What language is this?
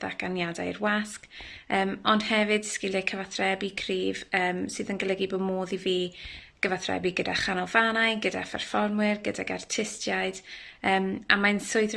Welsh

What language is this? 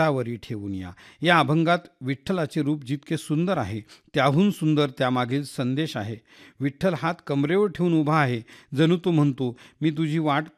Marathi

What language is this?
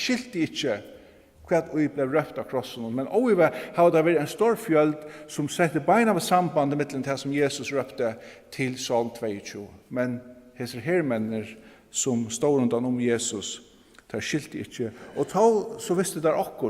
Faroese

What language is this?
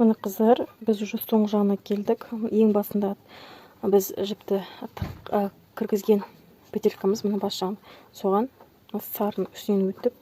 Kazakh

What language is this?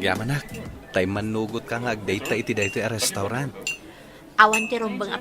Iloko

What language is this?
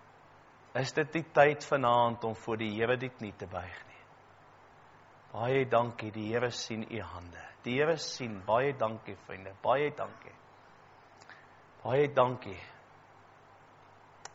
Afrikaans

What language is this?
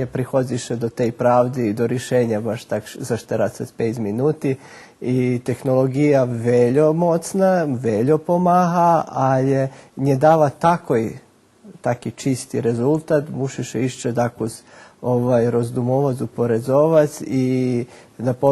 Rusyn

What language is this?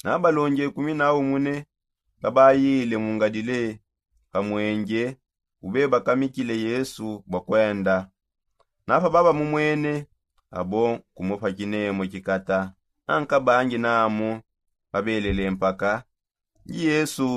Songe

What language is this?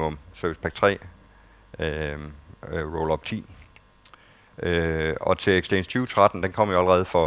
Danish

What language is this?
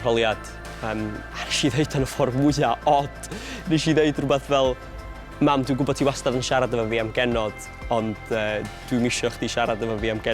Welsh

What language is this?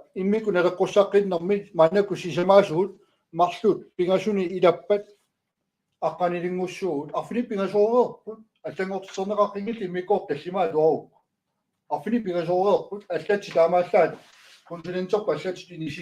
Kalaallisut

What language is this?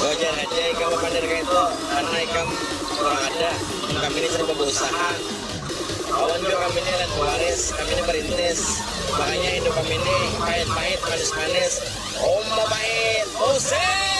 Banjar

